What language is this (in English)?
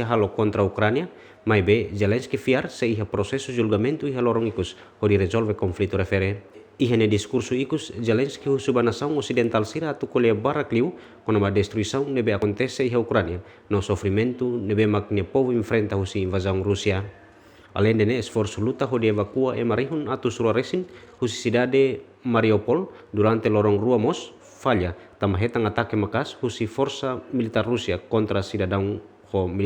Tetum